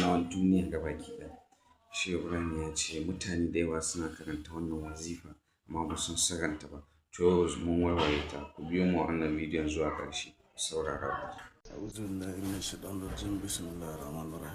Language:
Hausa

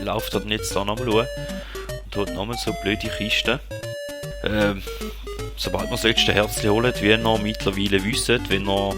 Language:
Swiss German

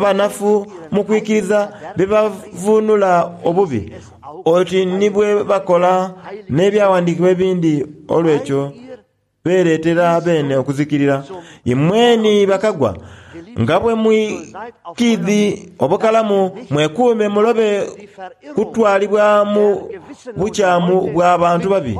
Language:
Soga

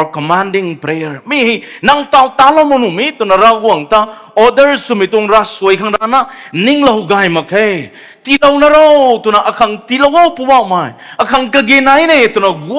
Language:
Rongmei Naga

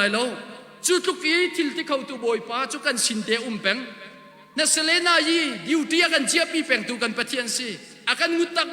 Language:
Hakha Chin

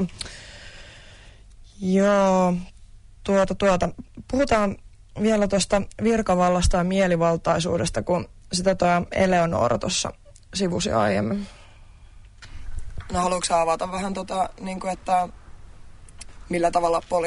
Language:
Finnish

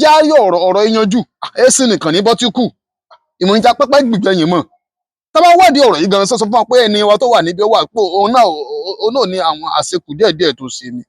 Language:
Yoruba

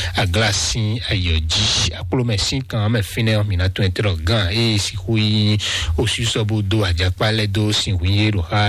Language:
Fon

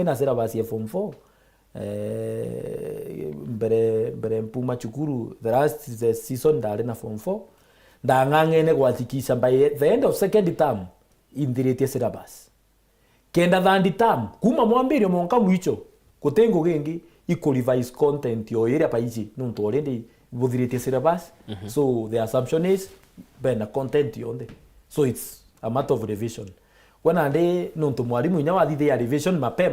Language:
Meru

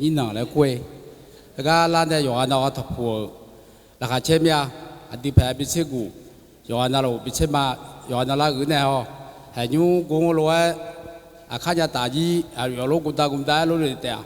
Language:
Akha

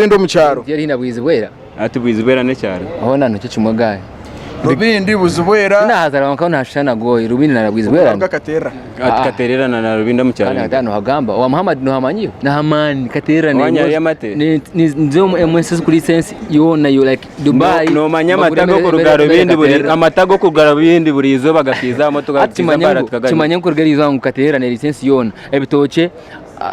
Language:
Nyankole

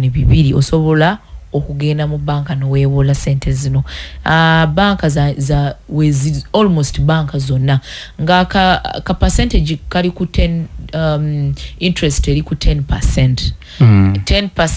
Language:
Ganda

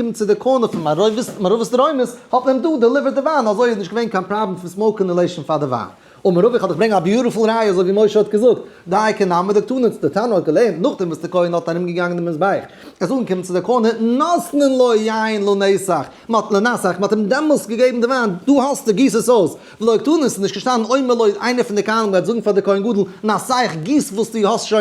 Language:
Yiddish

